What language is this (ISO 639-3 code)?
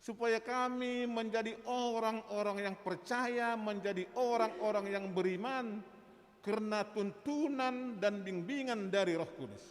bts